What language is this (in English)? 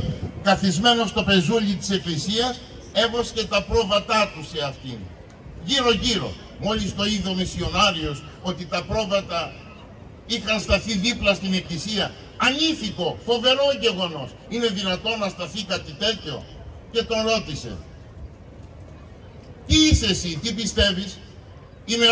Greek